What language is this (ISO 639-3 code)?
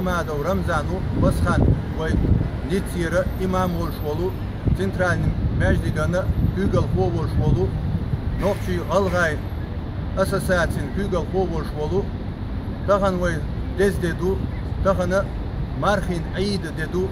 che